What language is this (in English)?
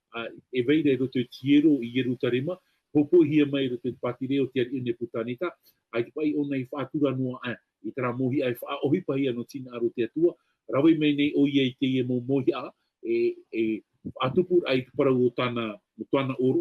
Tahitian